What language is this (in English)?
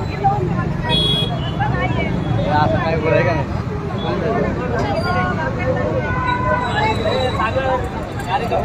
Marathi